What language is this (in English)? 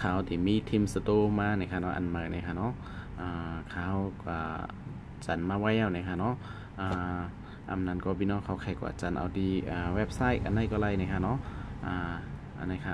Shan